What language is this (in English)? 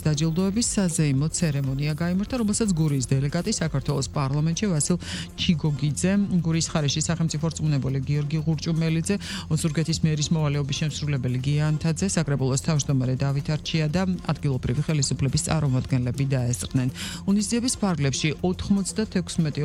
Georgian